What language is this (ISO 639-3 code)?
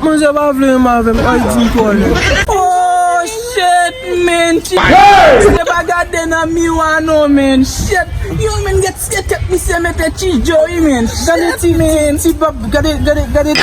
hat